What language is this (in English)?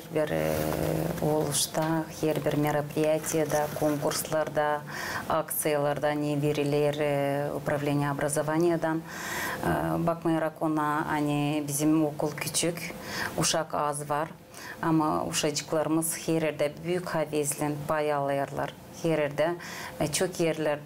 Gagauz